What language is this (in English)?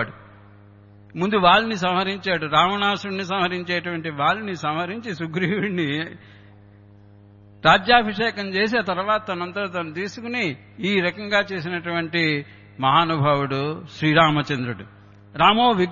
Telugu